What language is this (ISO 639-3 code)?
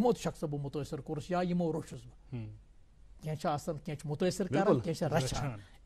kas